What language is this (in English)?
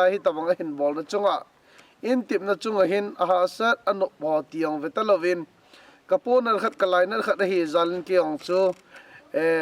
Thado Chin